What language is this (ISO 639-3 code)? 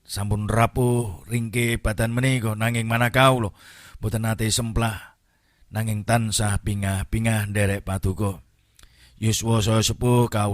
jav